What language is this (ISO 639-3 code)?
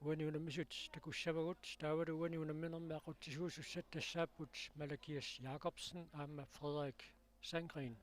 kal